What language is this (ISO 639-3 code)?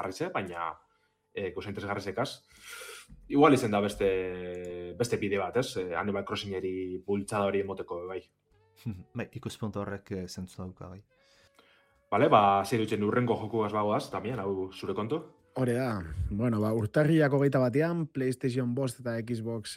eus